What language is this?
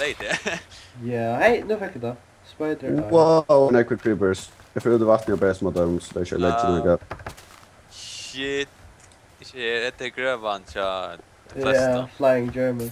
Faroese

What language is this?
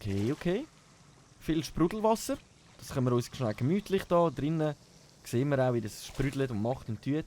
Swiss German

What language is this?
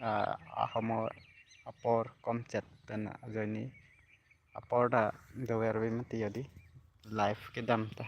Karbi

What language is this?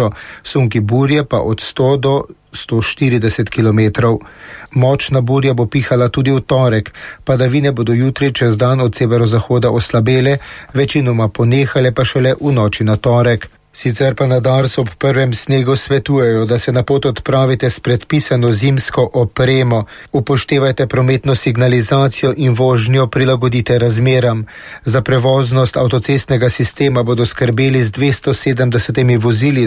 Slovenian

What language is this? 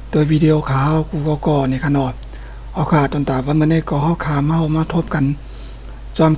Shan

